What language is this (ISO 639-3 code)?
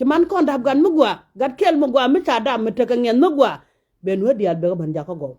nus